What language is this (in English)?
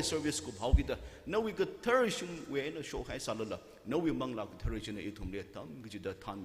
Tangkhul Naga (India)